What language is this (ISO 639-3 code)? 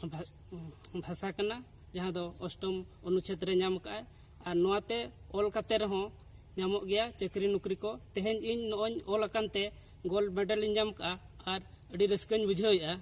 sat